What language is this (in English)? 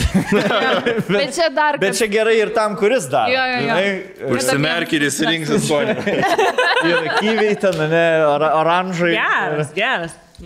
Lithuanian